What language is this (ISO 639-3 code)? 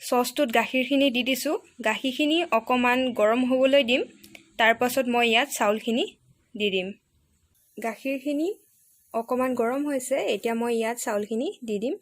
asm